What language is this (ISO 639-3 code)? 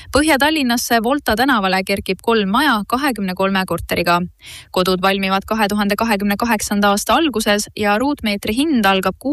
est